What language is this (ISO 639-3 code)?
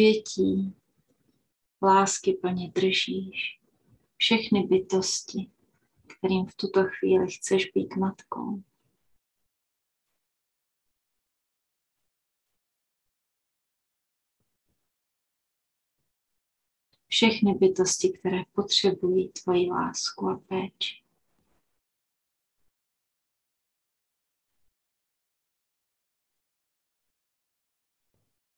ces